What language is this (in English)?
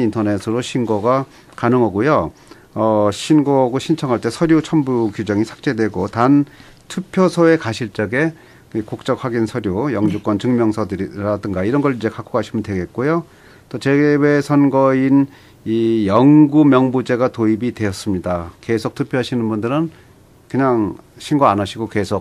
Korean